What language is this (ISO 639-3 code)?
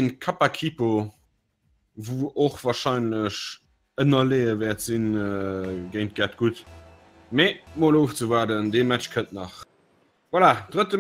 ltz